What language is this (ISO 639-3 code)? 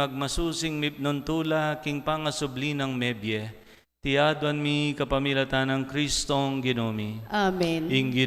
pam